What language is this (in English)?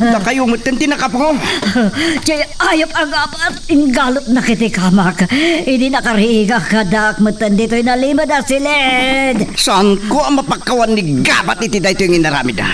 Iloko